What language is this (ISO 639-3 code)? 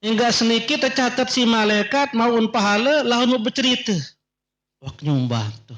sas